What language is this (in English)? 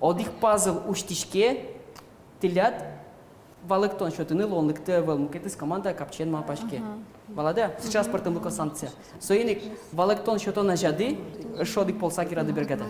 Udmurt